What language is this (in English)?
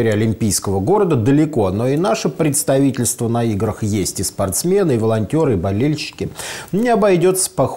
Russian